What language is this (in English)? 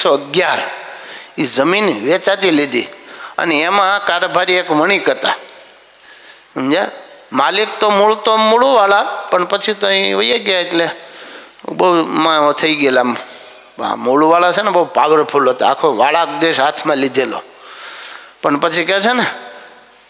Gujarati